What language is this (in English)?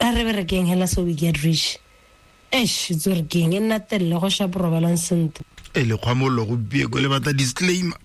Tswana